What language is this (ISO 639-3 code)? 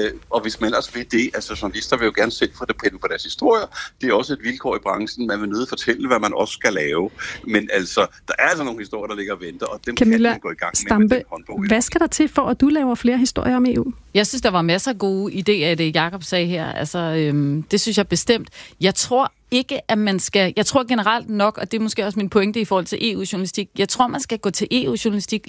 dan